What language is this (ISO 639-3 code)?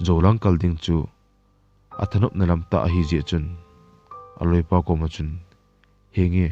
tcz